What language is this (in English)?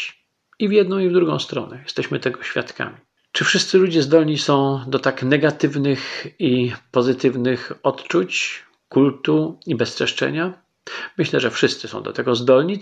Polish